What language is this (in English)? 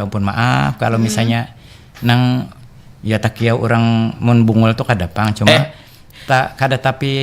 Banjar